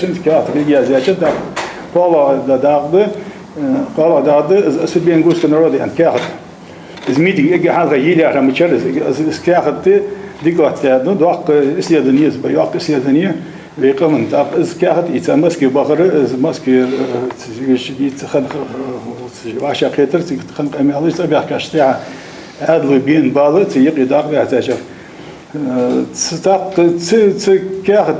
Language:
Ingush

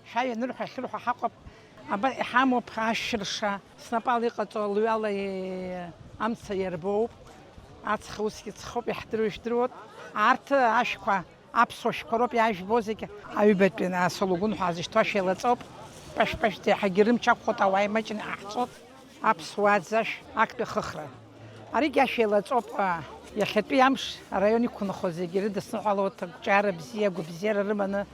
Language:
Abkhazian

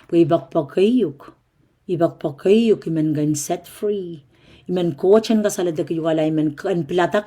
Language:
Pohnpeian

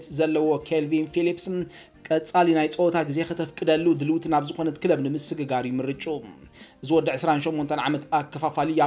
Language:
Tigrinya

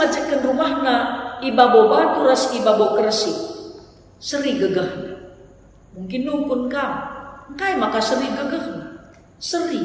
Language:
Batak Karo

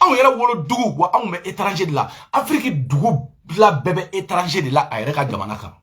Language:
Bambara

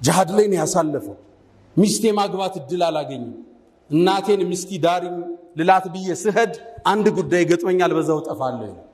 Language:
Amharic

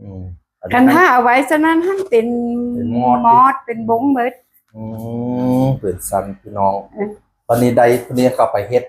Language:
Northeastern Thai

